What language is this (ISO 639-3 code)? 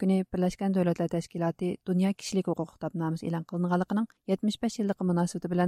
uig